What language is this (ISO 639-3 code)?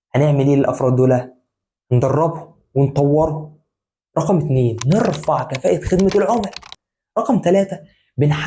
arz